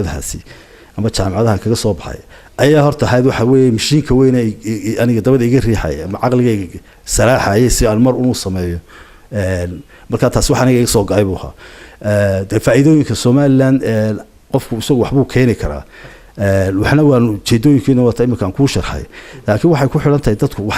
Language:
Somali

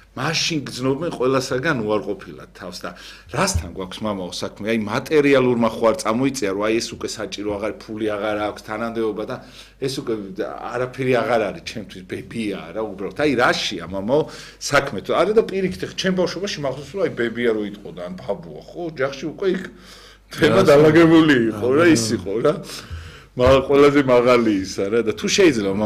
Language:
Georgian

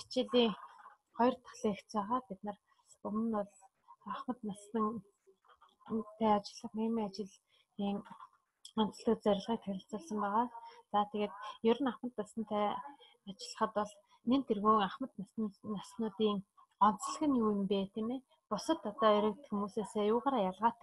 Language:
Mongolian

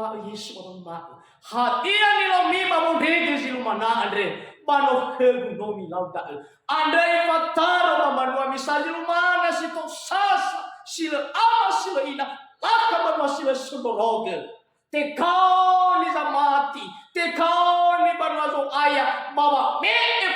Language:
Nias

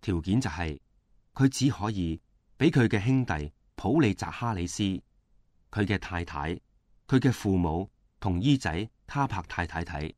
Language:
Cantonese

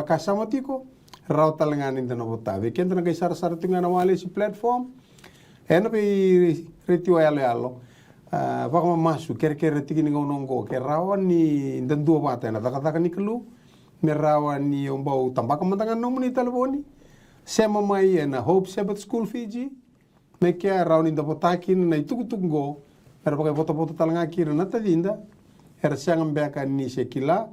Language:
Fijian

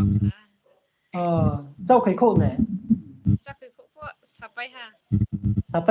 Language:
Riang (India)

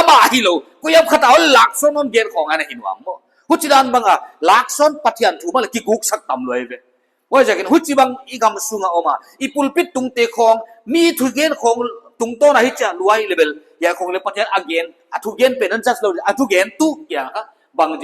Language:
Paite Chin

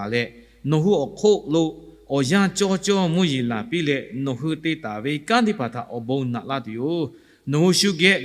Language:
Lahu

